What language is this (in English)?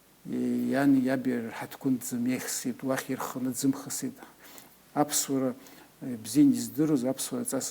Abkhazian